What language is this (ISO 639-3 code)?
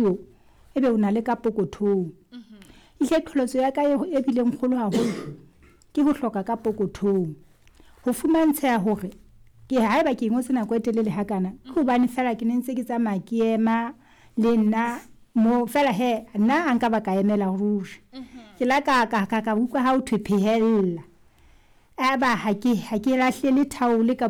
sot